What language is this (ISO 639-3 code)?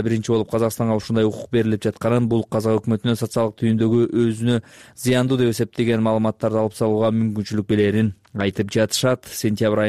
kir